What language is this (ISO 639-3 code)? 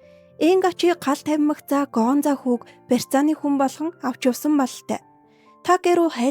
mon